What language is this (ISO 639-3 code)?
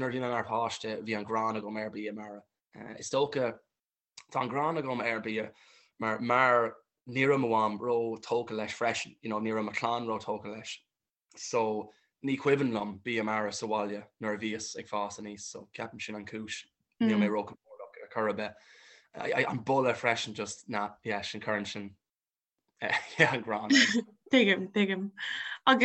gle